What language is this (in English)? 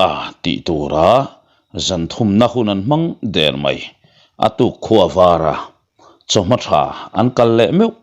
Mizo